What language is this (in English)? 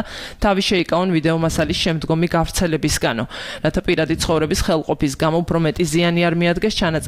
Georgian